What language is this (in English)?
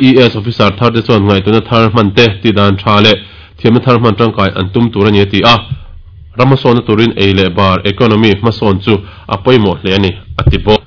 Mizo